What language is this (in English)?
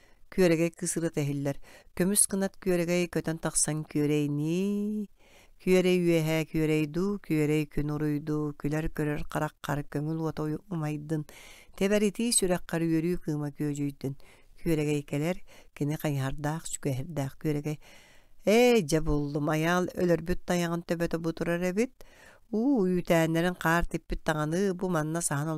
Yakut